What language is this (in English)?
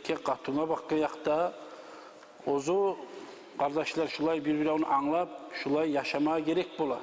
Kumyk